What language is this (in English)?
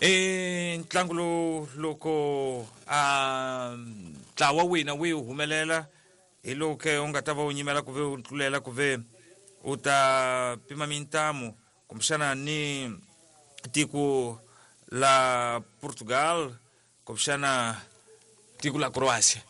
Tsonga